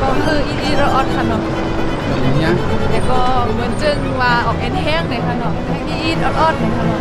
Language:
Shan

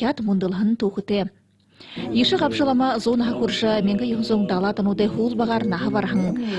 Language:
Buriat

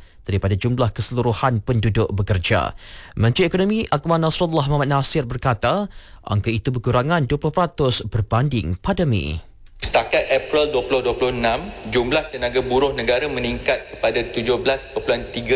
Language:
Malay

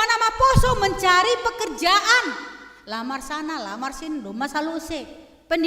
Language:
Batak Simalungun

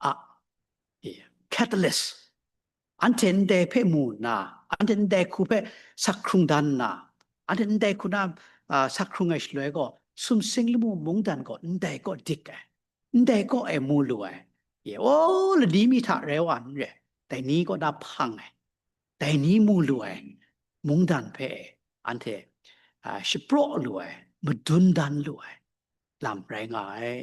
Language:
Kachin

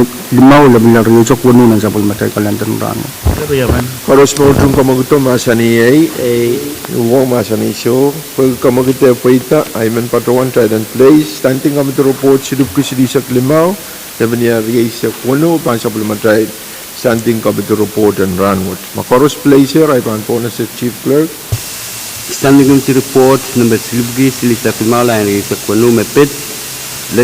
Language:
Pohnpeian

